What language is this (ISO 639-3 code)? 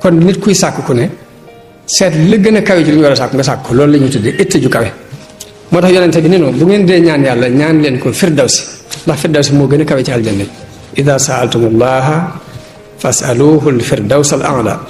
wol